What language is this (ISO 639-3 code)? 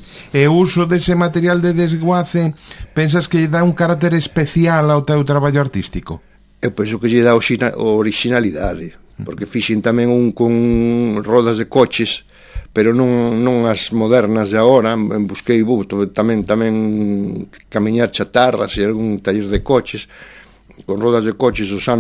glg